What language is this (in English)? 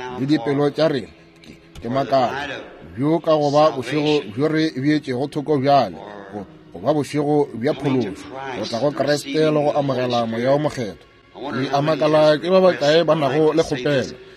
Northern Sotho